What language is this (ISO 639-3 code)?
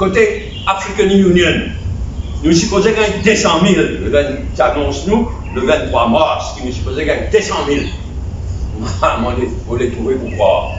mfe